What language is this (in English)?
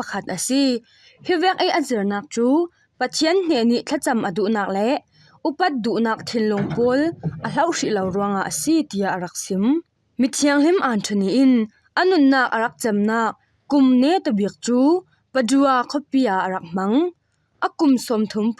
Falam Chin